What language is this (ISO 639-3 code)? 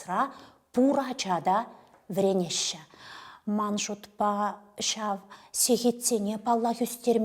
chv